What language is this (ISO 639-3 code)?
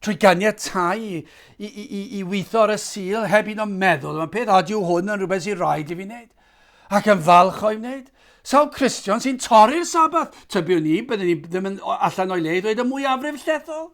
cym